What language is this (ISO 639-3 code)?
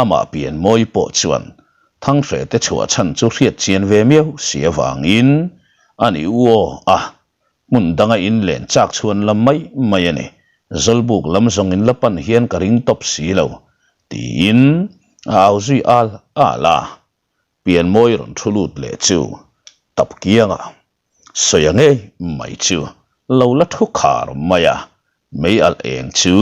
lus